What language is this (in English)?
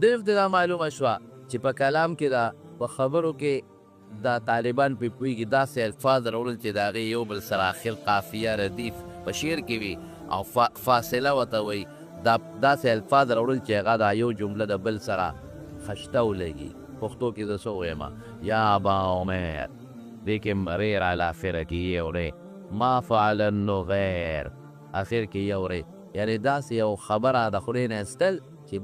Pashto